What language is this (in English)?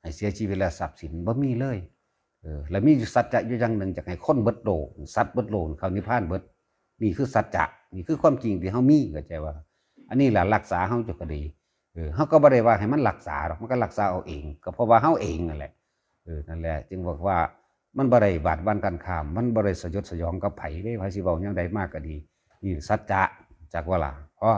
Northeastern Thai